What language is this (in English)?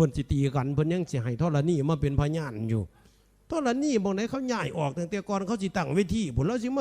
Northeastern Thai